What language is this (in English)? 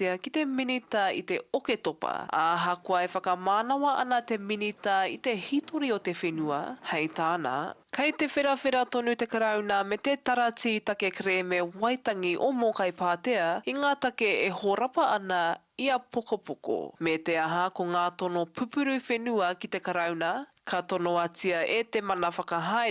Māori